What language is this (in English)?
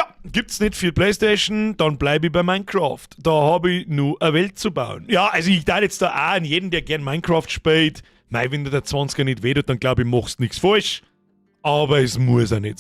Bavarian